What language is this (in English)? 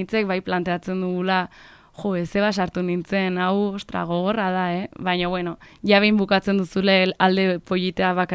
Basque